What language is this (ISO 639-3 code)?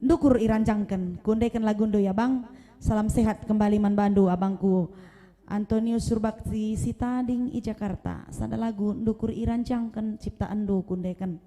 btx